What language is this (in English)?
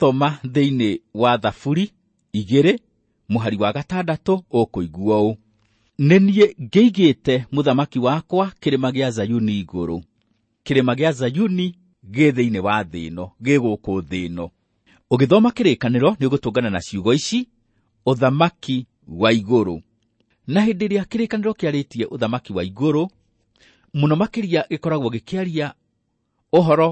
Kikuyu